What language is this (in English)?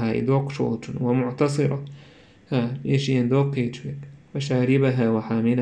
Chechen